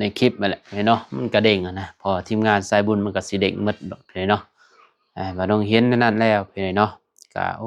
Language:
Lao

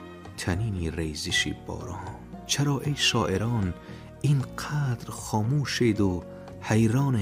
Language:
Tajik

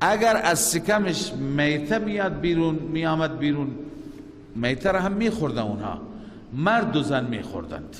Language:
Persian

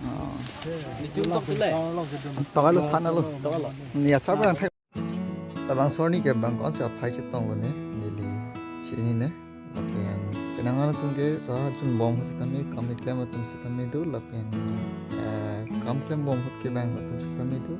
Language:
Karbi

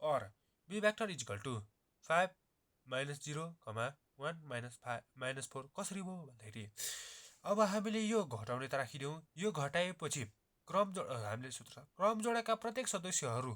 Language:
Nepali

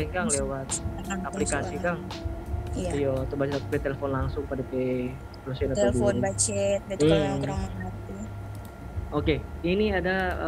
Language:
Manado Malay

